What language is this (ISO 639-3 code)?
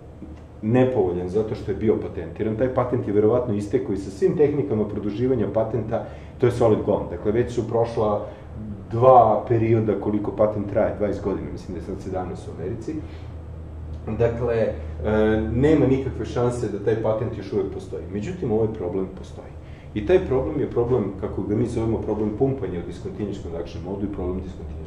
srp